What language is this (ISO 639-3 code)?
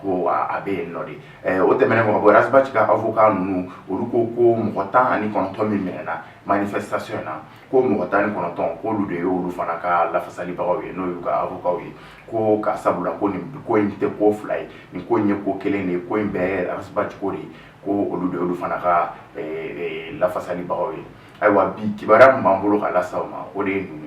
bam